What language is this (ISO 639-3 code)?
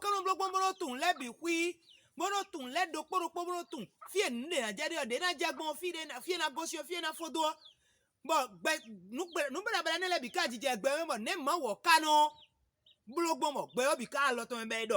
fon